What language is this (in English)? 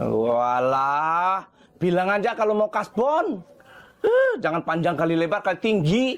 Musi